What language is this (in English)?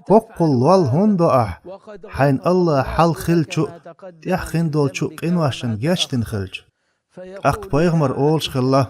Chechen